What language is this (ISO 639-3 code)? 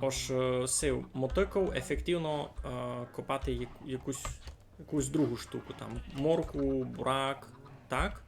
rue